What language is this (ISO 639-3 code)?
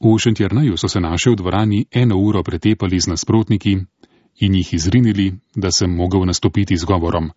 slv